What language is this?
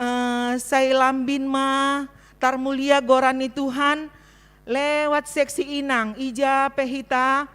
Batak Simalungun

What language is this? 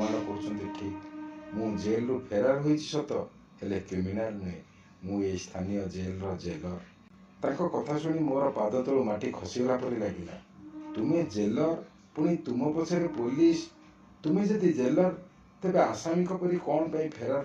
Odia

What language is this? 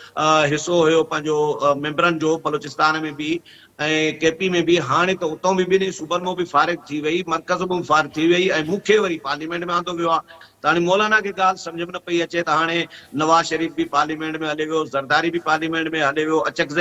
Sindhi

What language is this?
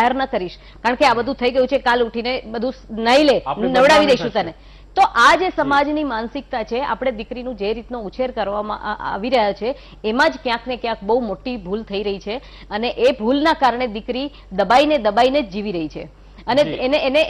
Gujarati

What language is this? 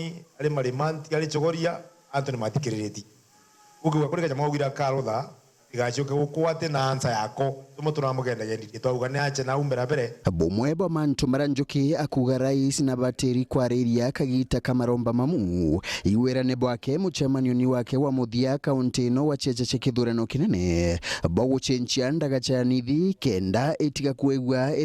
Meru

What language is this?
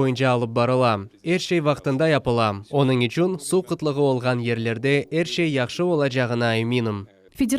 Crimean Tatar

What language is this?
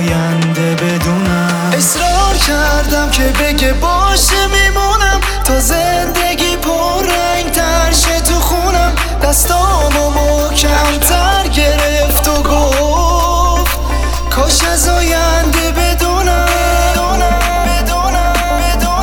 Persian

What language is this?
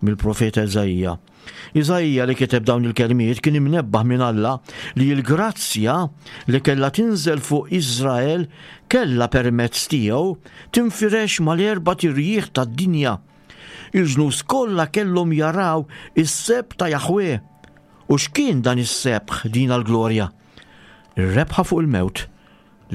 Maltese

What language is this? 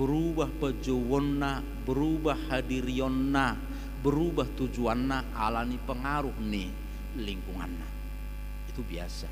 Batak Toba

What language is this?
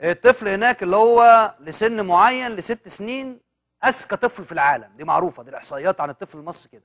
Egyptian Arabic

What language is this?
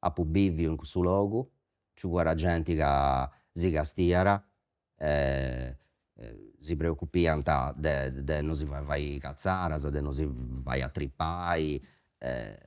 Sardinian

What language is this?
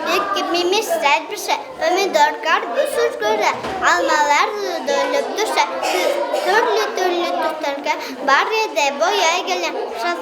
Bashkir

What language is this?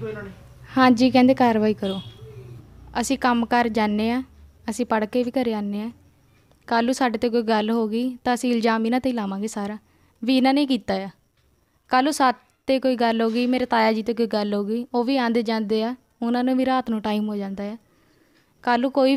Punjabi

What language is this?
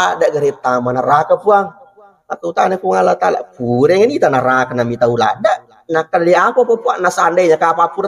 Buginese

